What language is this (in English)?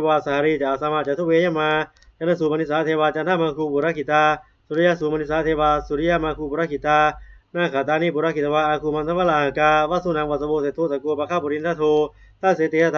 Pali